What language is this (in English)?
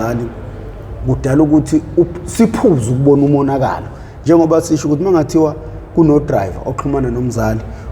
Zulu